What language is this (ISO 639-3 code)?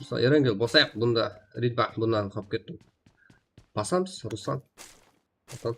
kaa